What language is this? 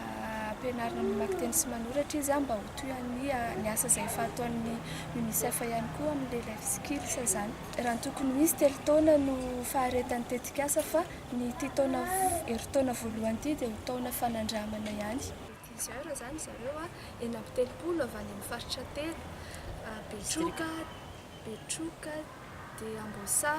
Malagasy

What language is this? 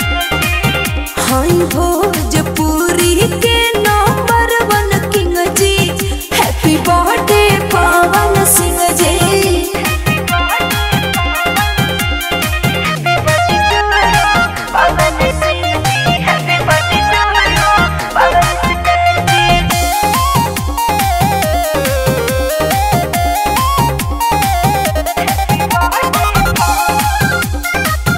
Bhojpuri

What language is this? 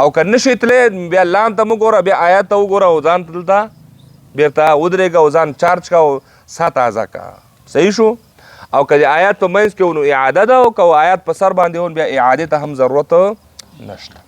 Pashto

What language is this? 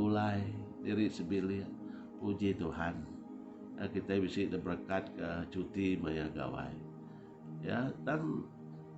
Iban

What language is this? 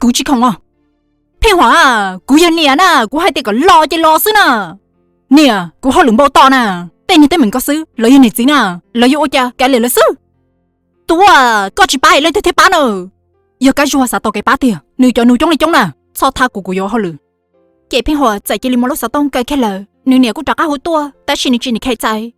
Hmong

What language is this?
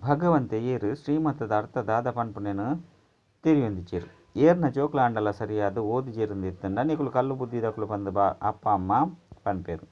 Tulu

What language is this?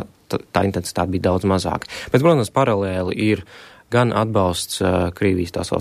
Latvian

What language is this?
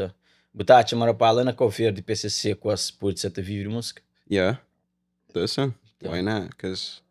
Kabuverdianu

